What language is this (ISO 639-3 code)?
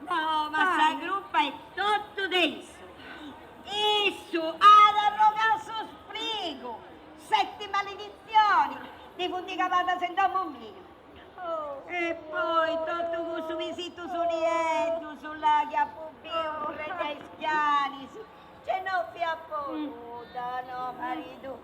srd